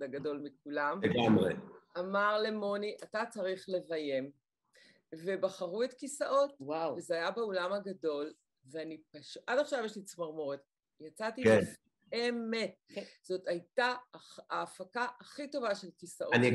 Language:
Hebrew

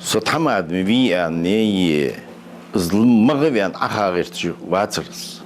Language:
Ingush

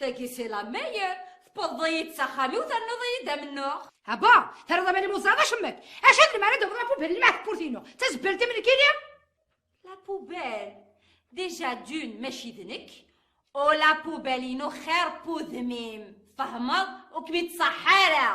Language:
Kabyle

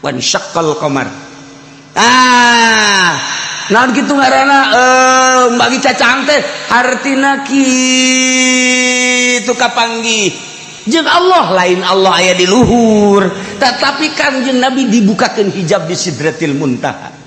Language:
Sundanese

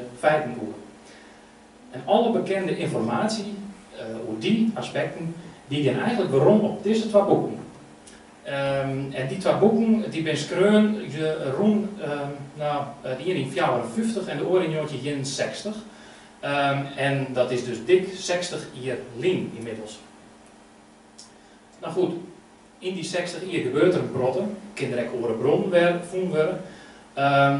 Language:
Dutch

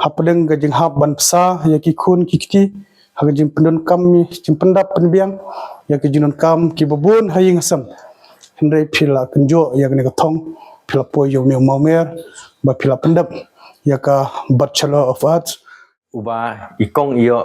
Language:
Khasi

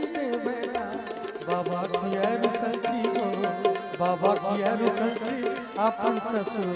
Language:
Maithili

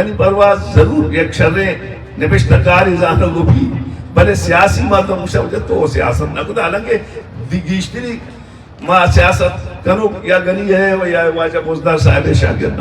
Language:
Eastern Balochi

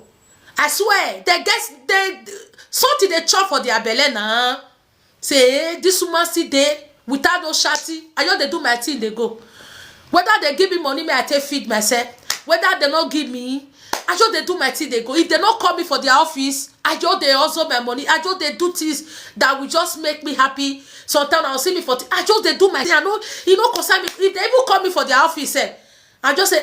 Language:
Nigerian Pidgin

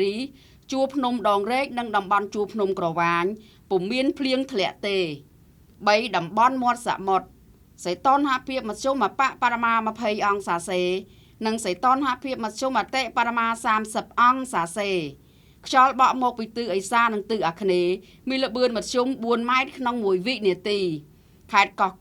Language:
Khmer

